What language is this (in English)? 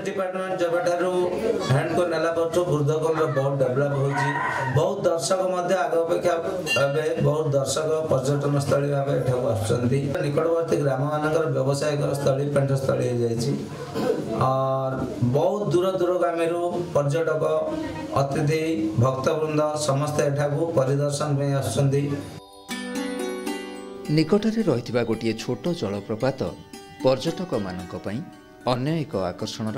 Odia